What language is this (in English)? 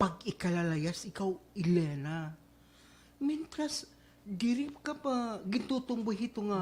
Waray